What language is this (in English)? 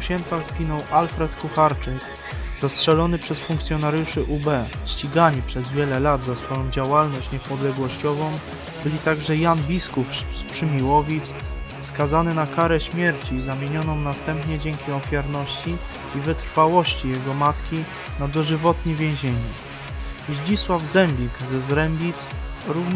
Polish